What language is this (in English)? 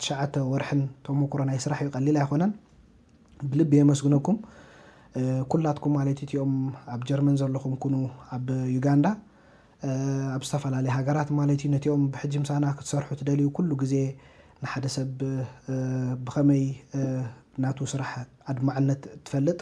Tigrinya